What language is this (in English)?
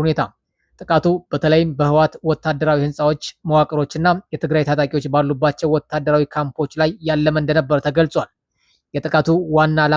Amharic